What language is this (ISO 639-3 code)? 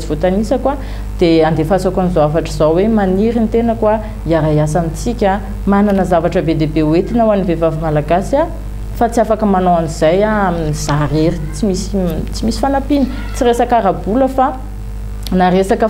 mlg